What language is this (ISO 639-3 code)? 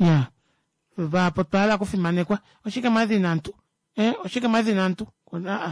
kua